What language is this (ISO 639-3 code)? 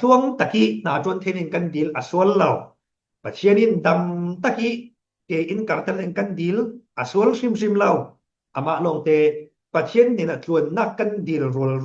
cfm